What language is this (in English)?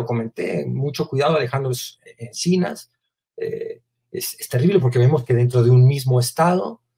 Spanish